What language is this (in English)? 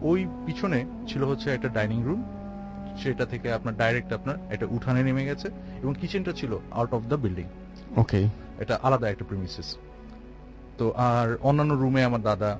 Bangla